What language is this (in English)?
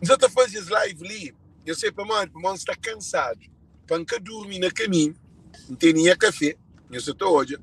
Kabuverdianu